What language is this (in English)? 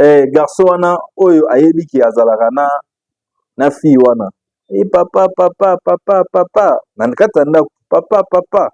Lingala